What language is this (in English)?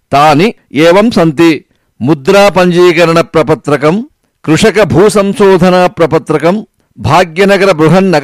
Sanskrit